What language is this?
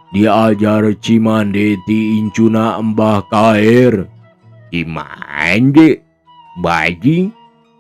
Sundanese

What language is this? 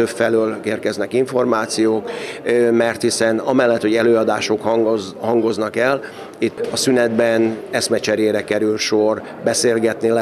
Hungarian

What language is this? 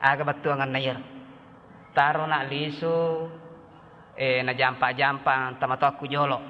Buginese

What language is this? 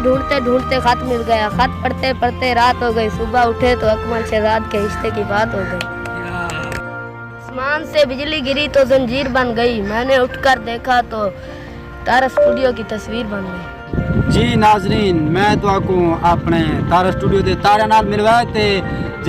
Saraiki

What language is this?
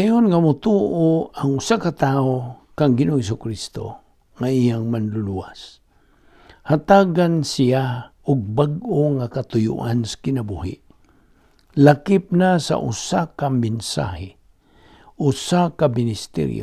Cebuano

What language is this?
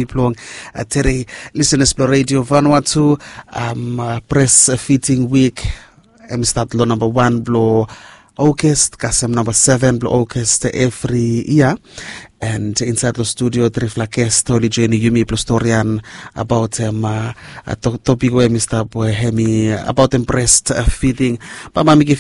Bislama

